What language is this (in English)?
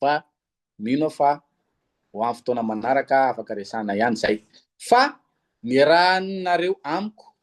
Malagasy